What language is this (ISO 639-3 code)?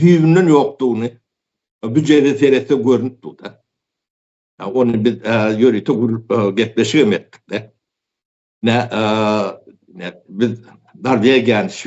tuk